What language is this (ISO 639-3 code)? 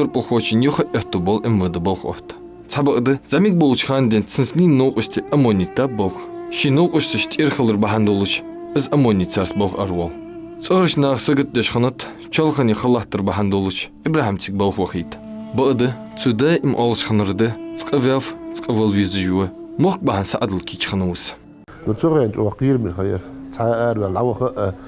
inh